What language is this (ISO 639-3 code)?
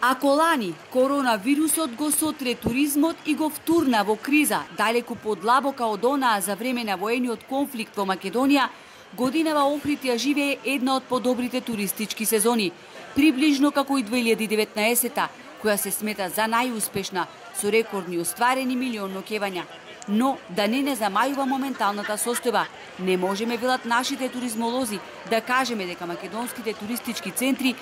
mkd